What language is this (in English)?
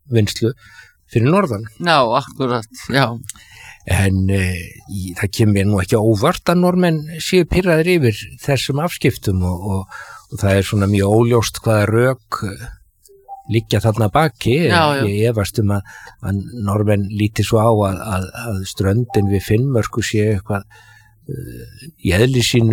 Icelandic